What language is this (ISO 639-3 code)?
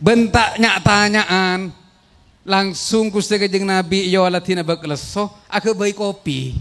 mad